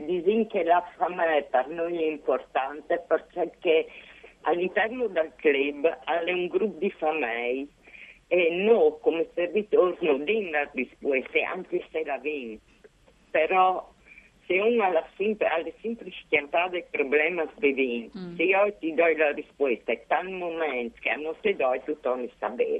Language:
Friulian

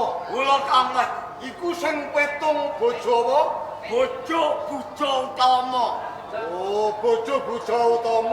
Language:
Javanese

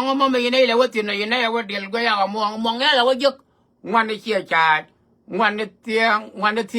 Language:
Nuer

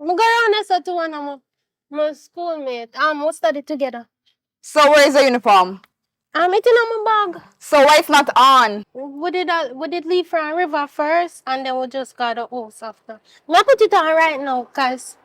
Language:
Jamaican Creole English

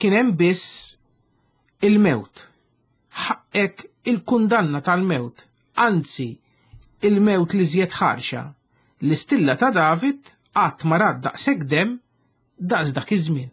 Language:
Maltese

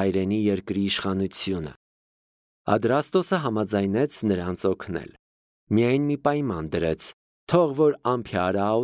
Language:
Armenian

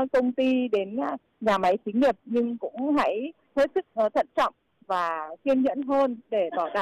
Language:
Vietnamese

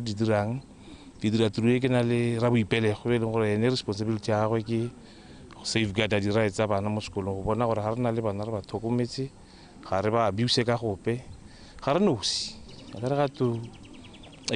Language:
Tswana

